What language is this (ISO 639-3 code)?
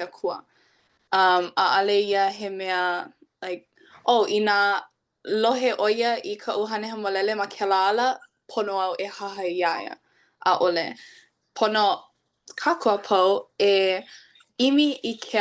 haw